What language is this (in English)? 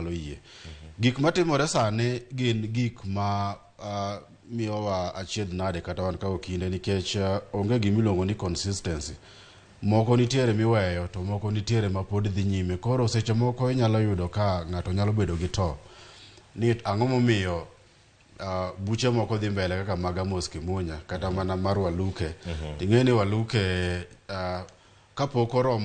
Luo (Kenya and Tanzania)